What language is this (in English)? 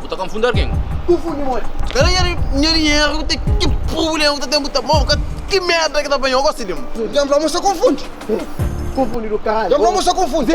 Kabuverdianu